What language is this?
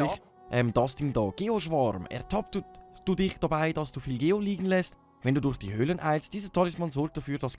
Swiss German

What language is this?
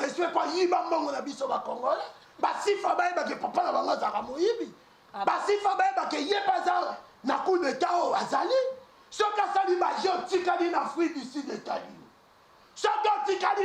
Lingala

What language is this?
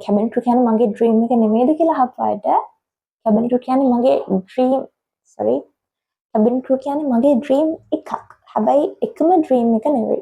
Sinhala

